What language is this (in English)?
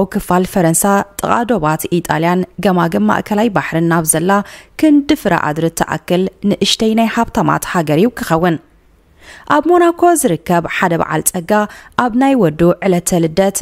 Tigrinya